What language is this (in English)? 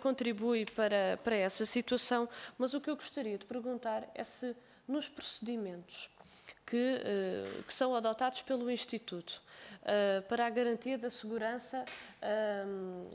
Portuguese